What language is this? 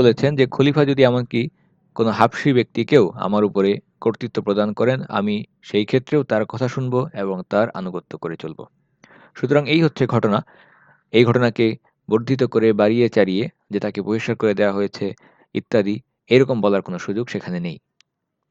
Bangla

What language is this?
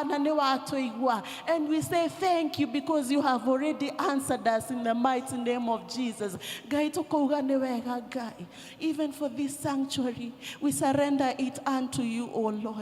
Kikuyu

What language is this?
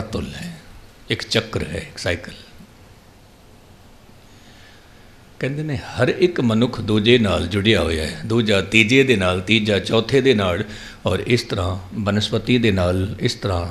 Punjabi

